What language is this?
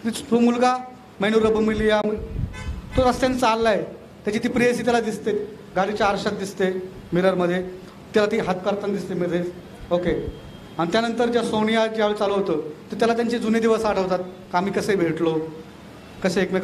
Marathi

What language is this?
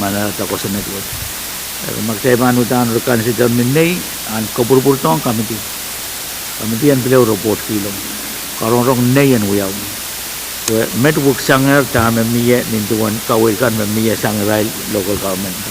Pohnpeian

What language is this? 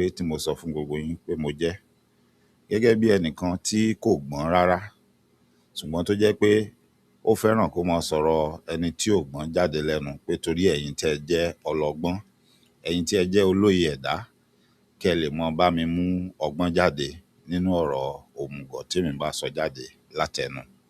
Yoruba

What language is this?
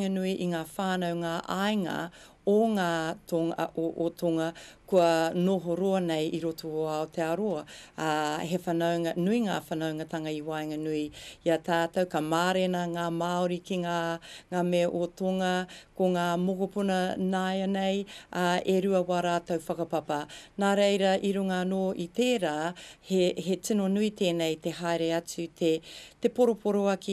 Māori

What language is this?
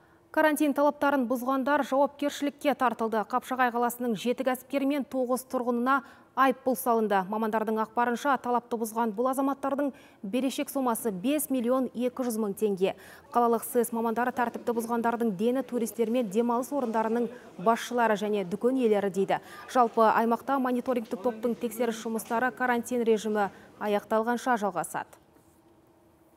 Kazakh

